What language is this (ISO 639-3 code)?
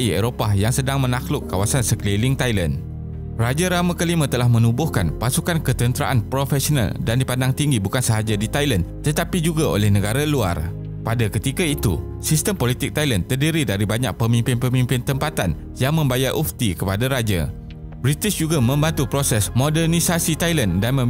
msa